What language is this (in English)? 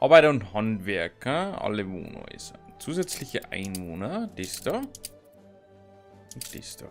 Bavarian